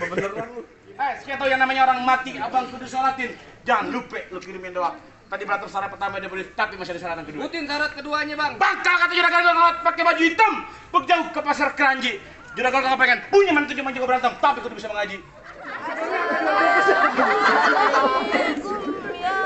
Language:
Betawi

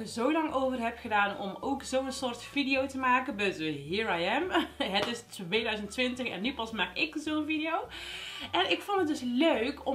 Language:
Dutch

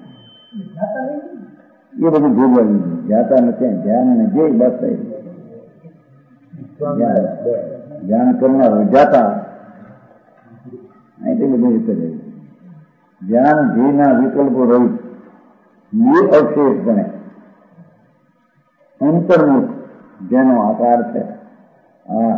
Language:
Gujarati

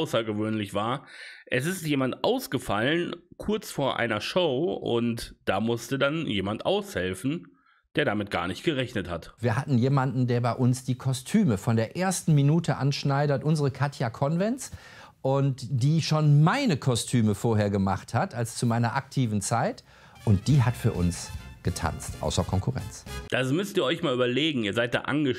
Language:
German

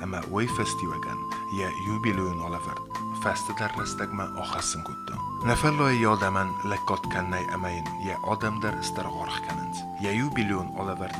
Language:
Ossetic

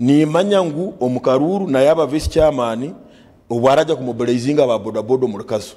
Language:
Nyankole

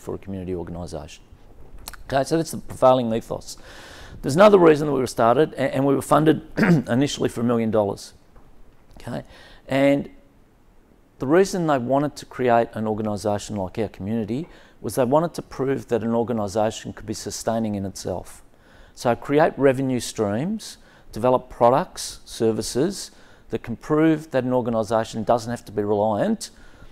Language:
English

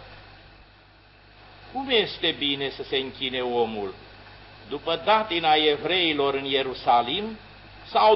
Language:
Romanian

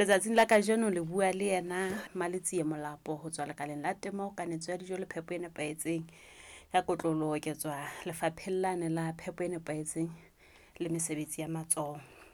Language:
Southern Sotho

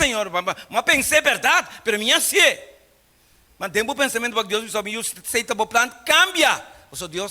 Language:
Papiamento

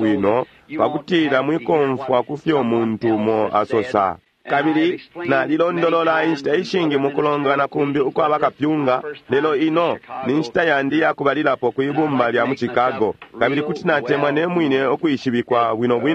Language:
Bemba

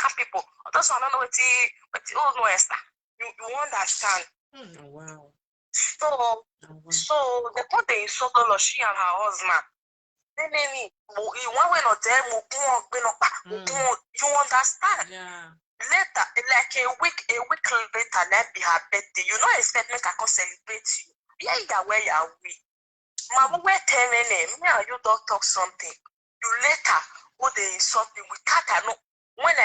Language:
Nigerian Pidgin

